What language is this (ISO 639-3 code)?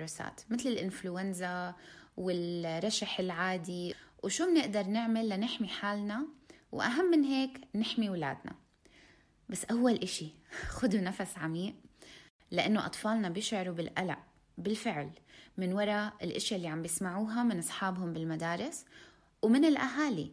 apc